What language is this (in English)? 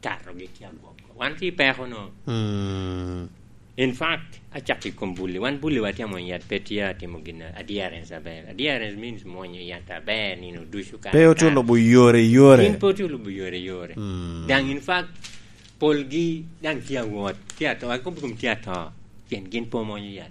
Lango (Uganda)